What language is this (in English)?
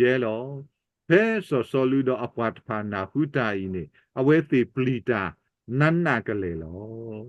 S'gaw Karen